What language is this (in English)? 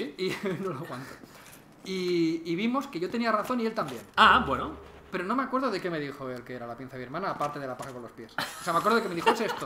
Spanish